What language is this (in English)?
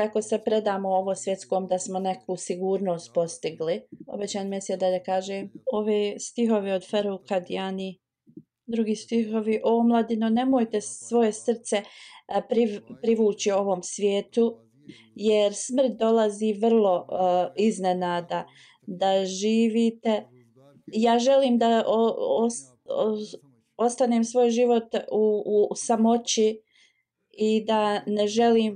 Bosnian